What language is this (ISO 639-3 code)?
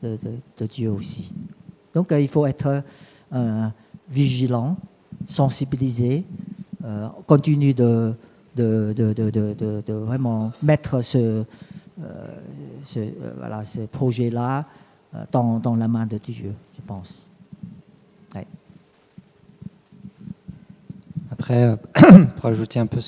fra